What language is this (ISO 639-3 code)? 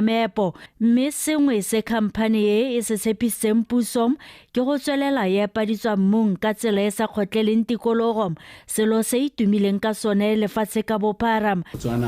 tsn